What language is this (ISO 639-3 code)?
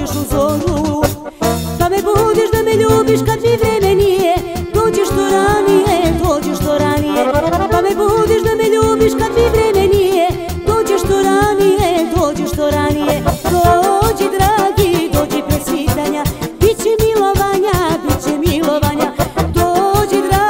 srp